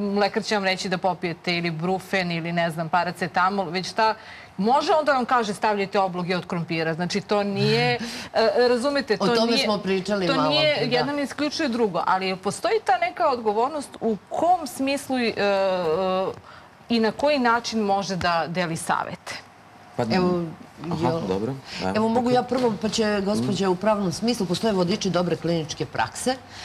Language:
Serbian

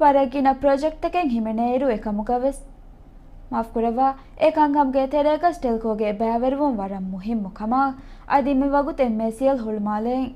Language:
Divehi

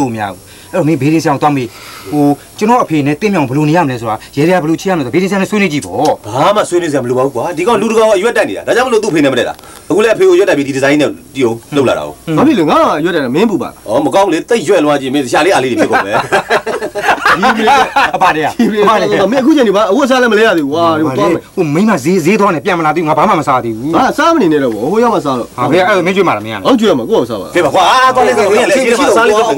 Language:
Burmese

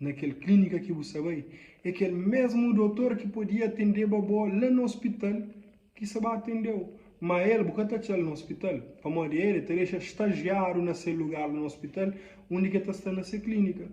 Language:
Kabuverdianu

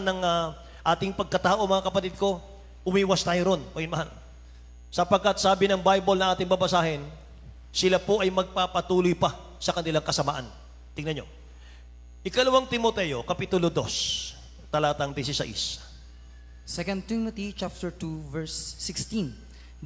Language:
Filipino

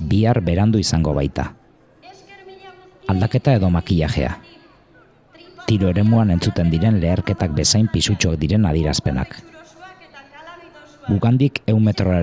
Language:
Basque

